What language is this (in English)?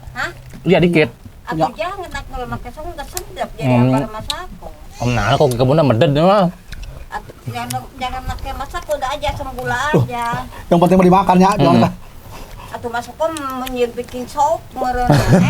Betawi